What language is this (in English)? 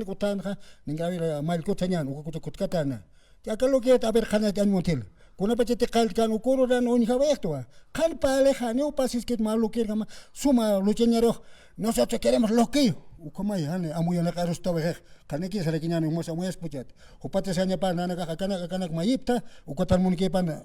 Aymara